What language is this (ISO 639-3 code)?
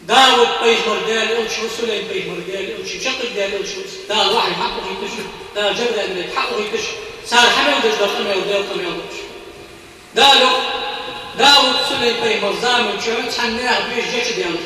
inh